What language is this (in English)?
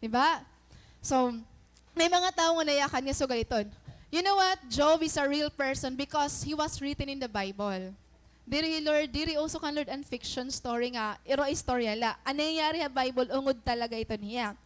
Waray